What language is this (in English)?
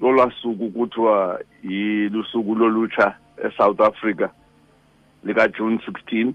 Xhosa